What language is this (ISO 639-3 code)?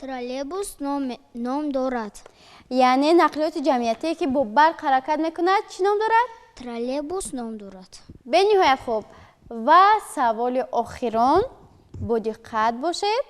tgk